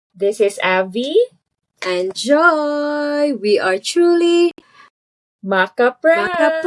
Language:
Cebuano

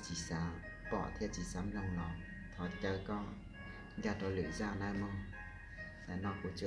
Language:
Hmong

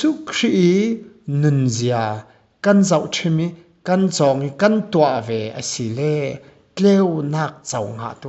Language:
Falam Chin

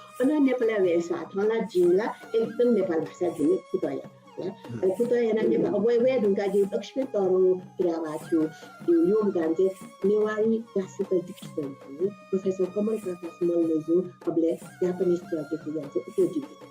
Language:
Newari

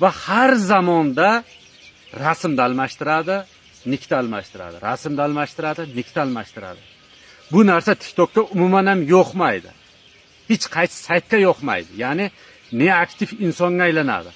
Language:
Uzbek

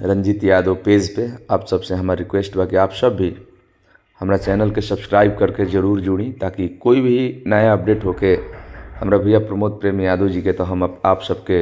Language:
Bhojpuri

